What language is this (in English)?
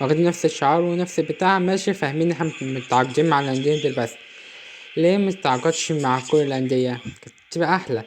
Egyptian Arabic